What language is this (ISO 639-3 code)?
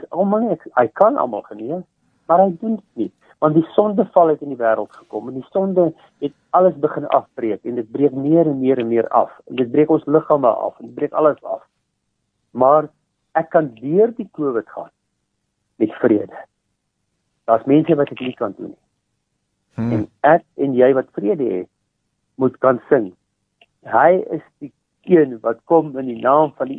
afr